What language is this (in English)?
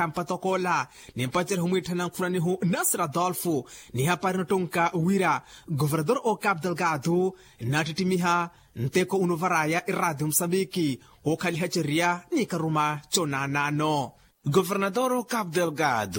Makhuwa